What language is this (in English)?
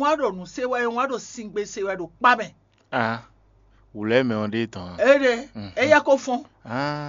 Fon